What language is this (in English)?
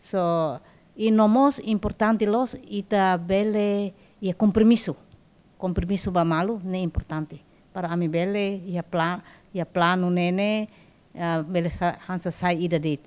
Tetum